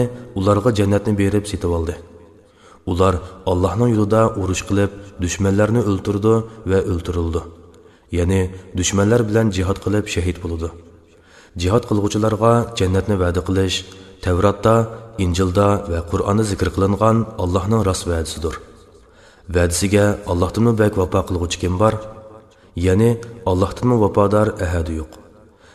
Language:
Uyghur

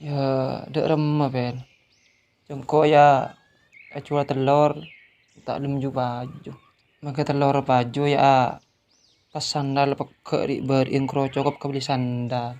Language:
Madurese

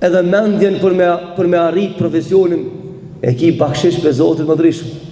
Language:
Albanian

